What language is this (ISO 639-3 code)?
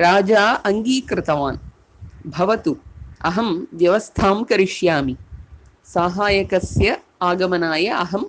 san